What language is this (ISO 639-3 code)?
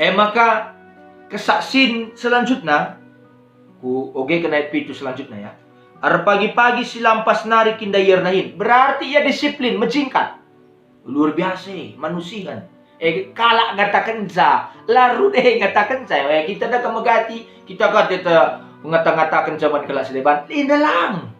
btx